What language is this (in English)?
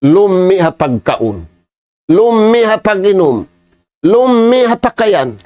Tausug